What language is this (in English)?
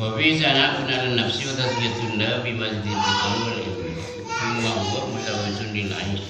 Madurese